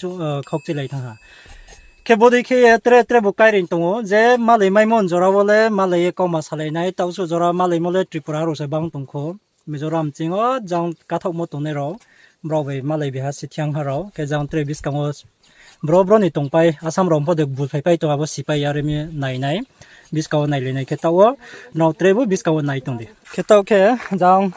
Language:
Riang (India)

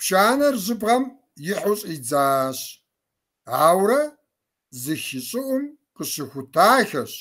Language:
Kabardian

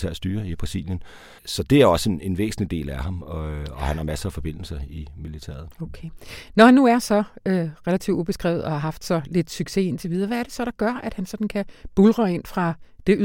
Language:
Danish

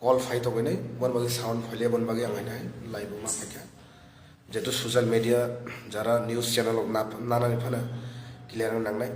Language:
Kok Borok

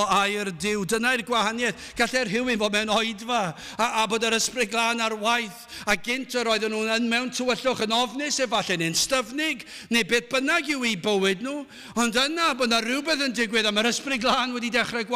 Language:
Welsh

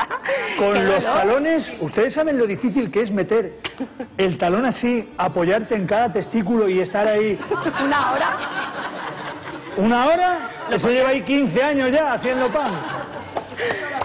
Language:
Spanish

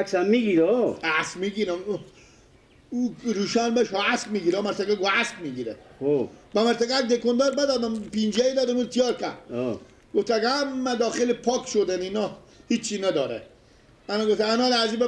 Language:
Persian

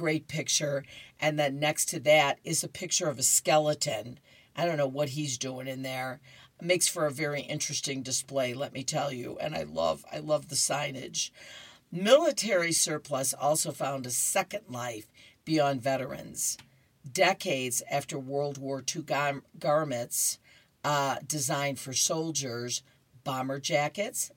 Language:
English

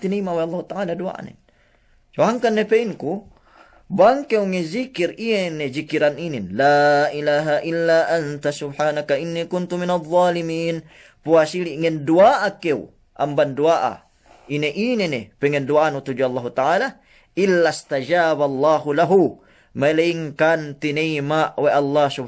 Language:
Yakan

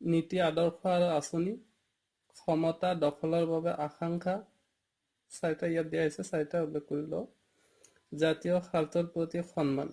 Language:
Assamese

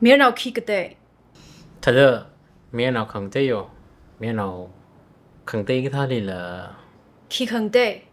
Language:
Tangkhul Naga (India)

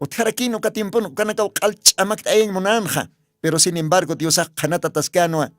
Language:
Aymara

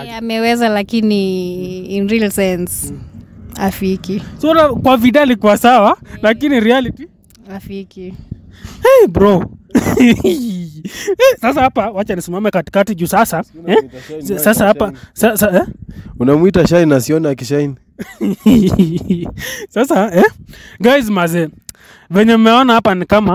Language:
Swahili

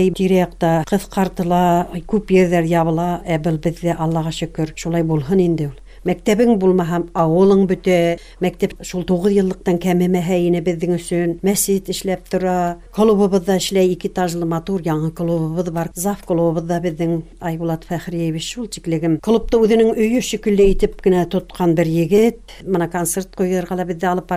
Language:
Bashkir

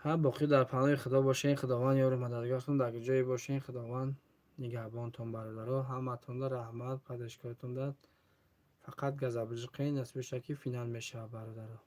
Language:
Tajik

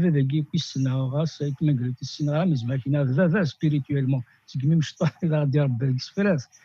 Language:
Kabyle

